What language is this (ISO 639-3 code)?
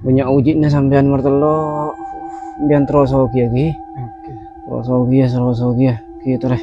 mad